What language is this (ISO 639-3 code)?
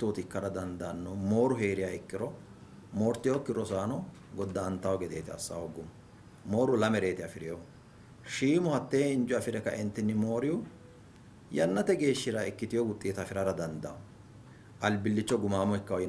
sid